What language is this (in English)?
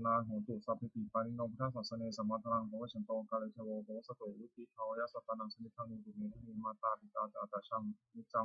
Pali